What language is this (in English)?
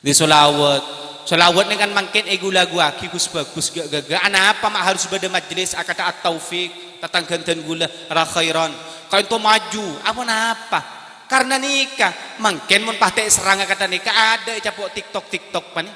Madurese